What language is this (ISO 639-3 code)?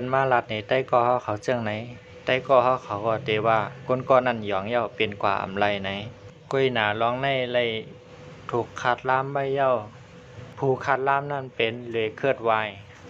shn